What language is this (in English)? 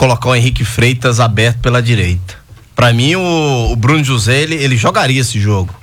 Portuguese